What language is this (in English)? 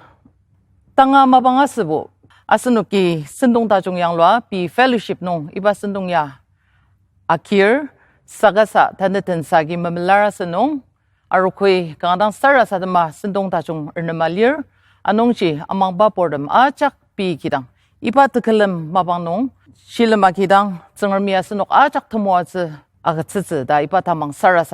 Ao Naga